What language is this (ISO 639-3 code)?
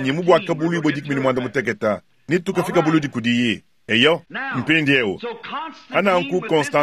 lua